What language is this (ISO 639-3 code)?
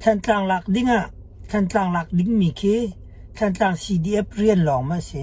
cnh